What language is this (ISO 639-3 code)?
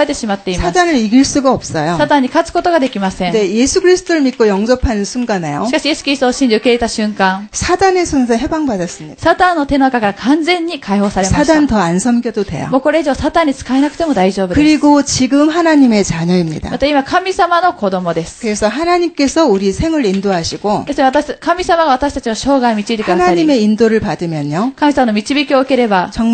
kor